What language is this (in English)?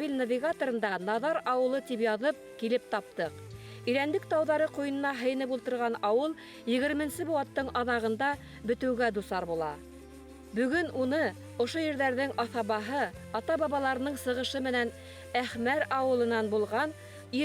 Bashkir